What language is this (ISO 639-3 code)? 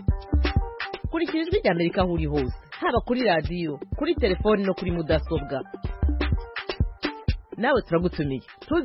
kin